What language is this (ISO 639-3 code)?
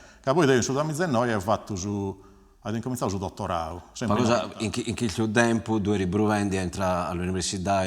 srd